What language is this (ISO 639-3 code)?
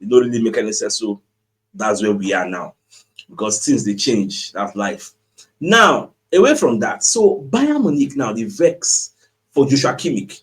pcm